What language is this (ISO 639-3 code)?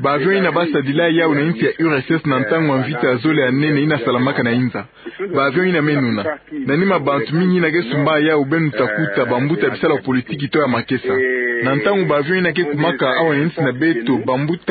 ktu